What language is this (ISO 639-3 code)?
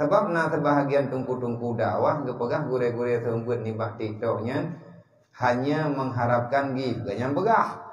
ace